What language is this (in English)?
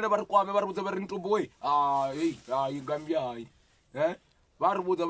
Venda